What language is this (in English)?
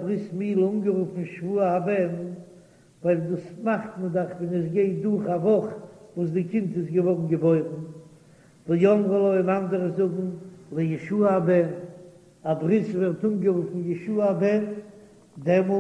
Yiddish